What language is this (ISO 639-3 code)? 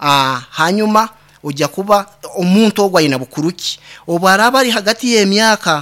nyn